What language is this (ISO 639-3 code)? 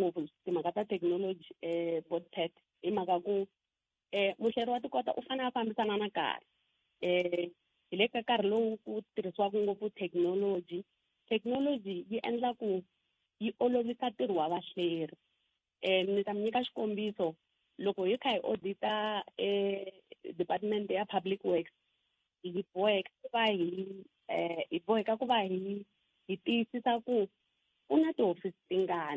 tso